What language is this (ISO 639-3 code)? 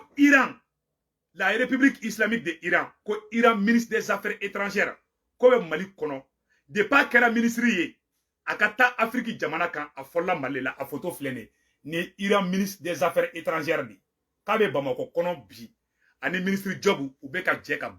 bam